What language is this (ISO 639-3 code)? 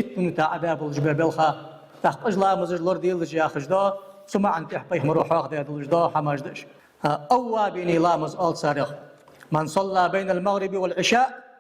inh